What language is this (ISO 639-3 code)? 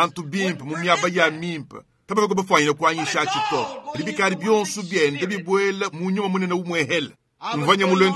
lua